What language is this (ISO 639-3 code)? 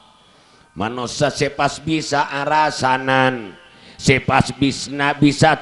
mad